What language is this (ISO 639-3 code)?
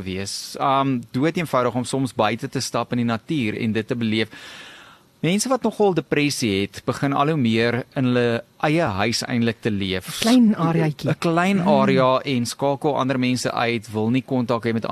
afr